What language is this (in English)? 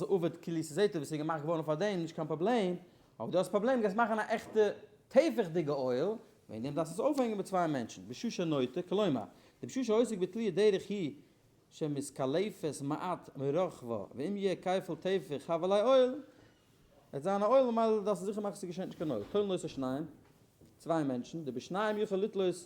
Yiddish